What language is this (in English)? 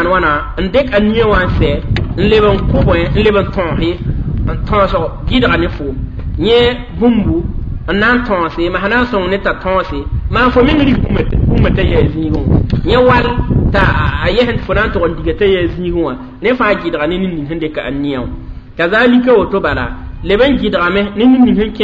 Mossi